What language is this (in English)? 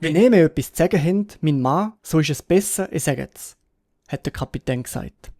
Swiss German